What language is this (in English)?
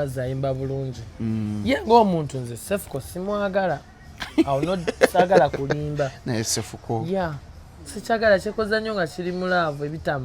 Ganda